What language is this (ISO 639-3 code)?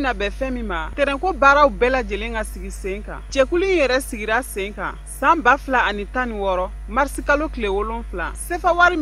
bam